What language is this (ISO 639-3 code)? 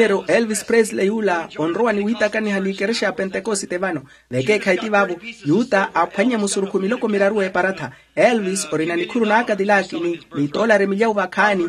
vmw